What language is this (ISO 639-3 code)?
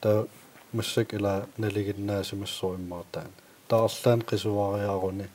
kal